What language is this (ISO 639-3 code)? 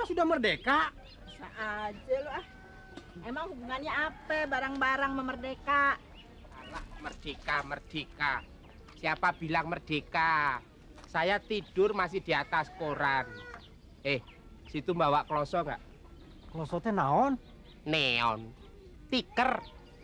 bew